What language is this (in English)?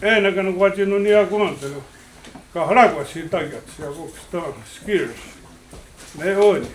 Mohawk